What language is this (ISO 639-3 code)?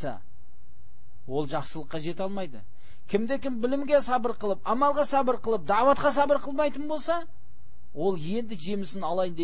kaz